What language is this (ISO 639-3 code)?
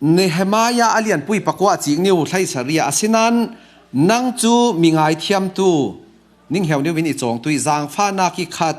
cfm